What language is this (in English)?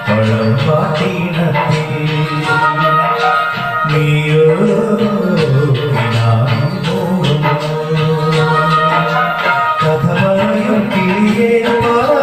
Malayalam